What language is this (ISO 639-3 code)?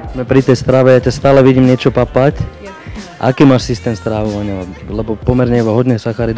slk